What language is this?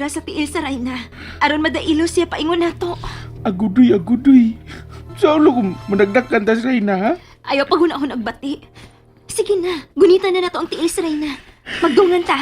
Cebuano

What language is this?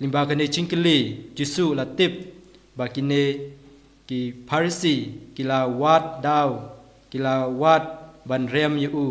Khasi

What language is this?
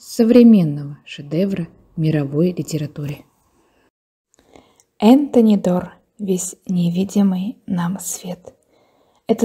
Russian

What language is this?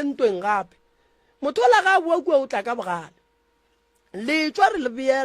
Northern Sotho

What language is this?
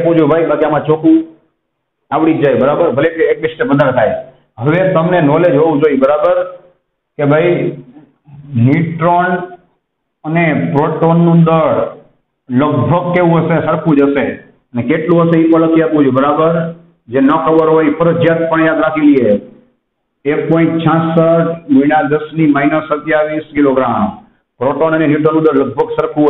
Gujarati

